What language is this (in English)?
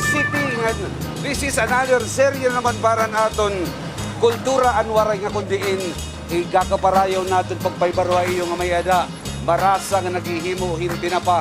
Waray